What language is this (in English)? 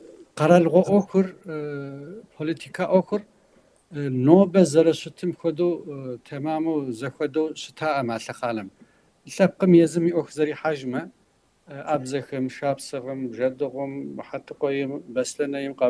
Kabardian